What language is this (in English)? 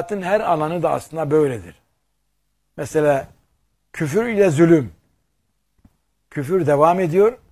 Turkish